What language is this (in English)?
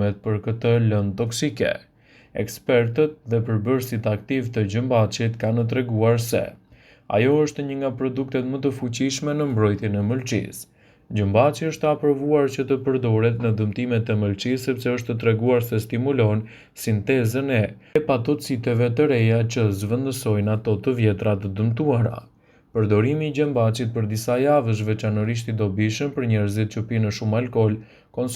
Albanian